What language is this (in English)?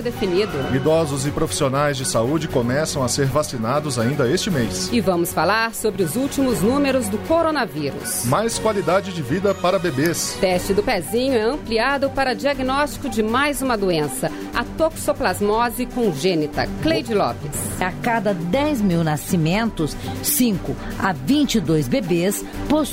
Portuguese